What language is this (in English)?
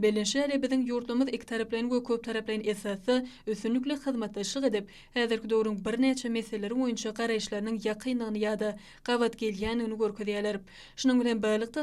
Turkmen